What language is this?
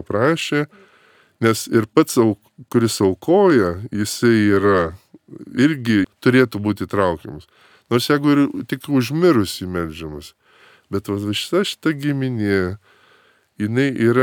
Lithuanian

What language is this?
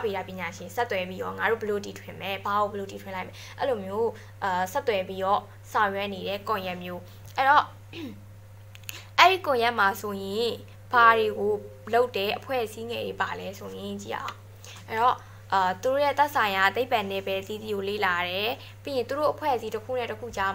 Burmese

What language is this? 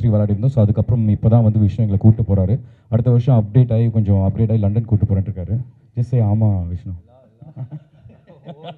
Tamil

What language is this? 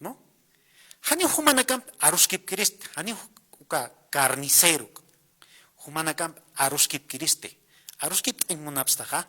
Aymara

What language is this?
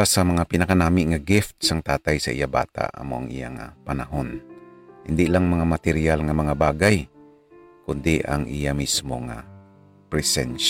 Hiligaynon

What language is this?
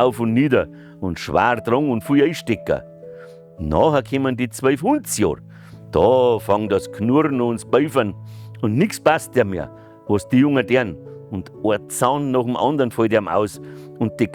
Bavarian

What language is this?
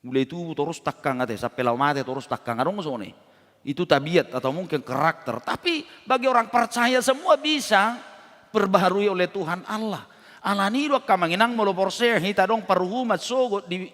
Batak Toba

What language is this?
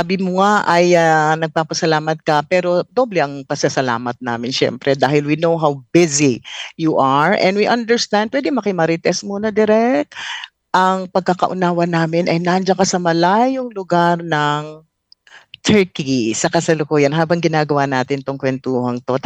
Filipino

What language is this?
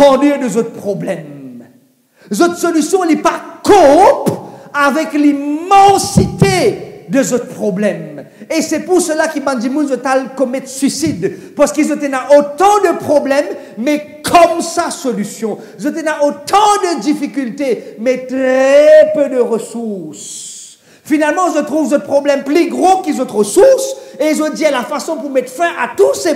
Morisyen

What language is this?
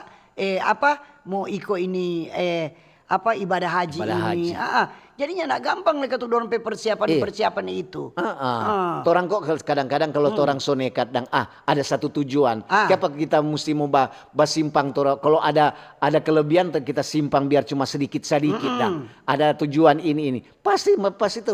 Manado Malay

